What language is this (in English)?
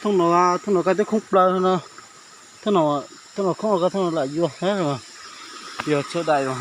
Hmong